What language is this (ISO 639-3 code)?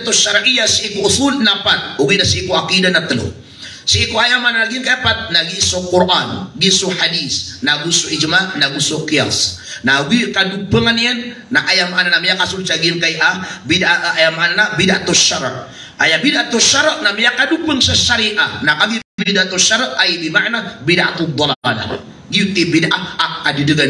mrw